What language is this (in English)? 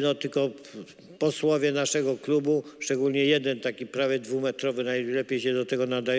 Polish